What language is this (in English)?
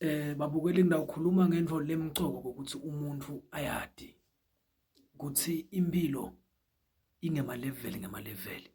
Zulu